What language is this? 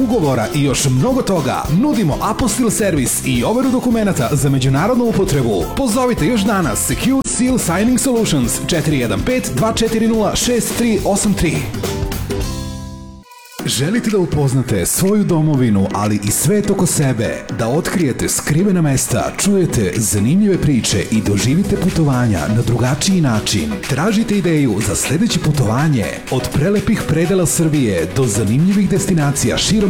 Serbian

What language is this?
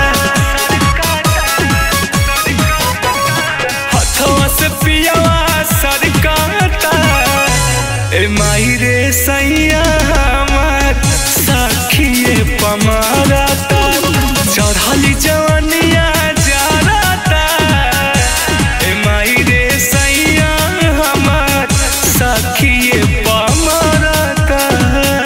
Bhojpuri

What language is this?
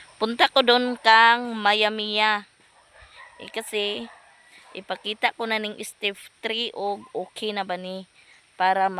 Cebuano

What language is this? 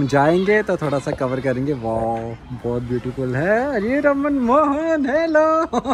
Hindi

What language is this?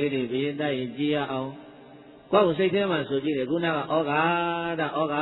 Burmese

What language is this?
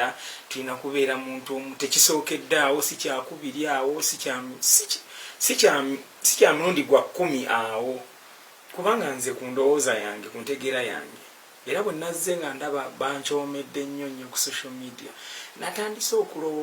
Ganda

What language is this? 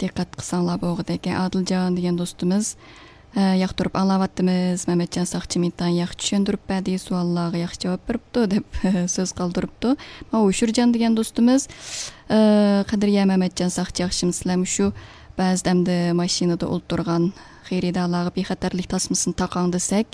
Uyghur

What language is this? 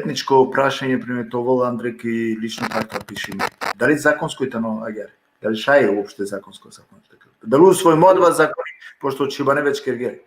Balkan Romani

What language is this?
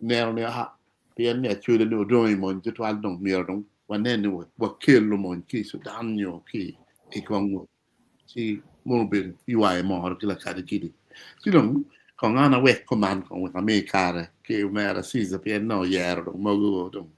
Acoli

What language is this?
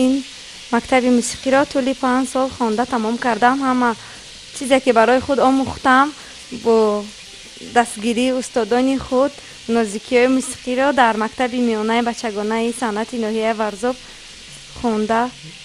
Tajik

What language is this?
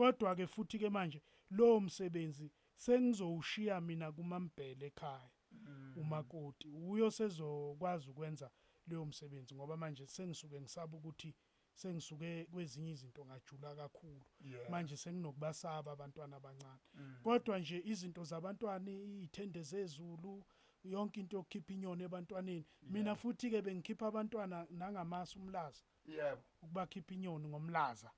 Zulu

